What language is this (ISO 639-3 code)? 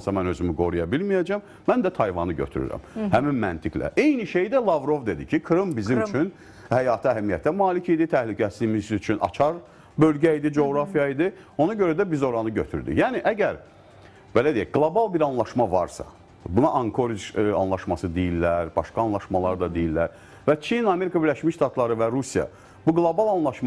aze